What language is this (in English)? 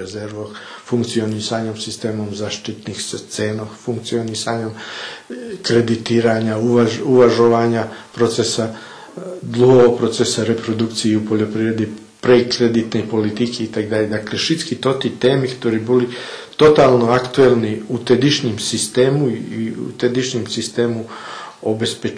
Rusyn